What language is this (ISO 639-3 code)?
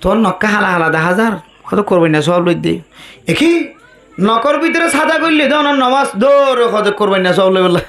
rhg